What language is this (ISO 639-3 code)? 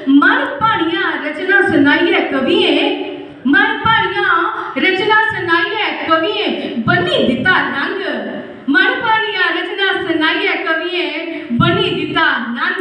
doi